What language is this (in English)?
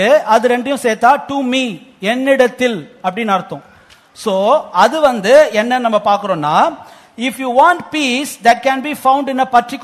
Tamil